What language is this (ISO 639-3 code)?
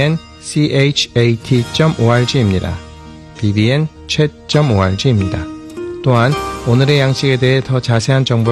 kor